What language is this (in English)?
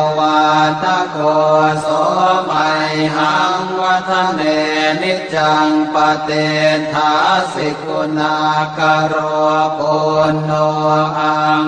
Pali